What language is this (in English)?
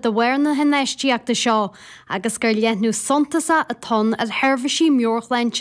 Irish